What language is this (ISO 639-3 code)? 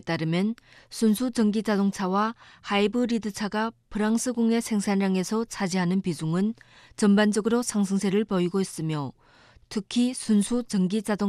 kor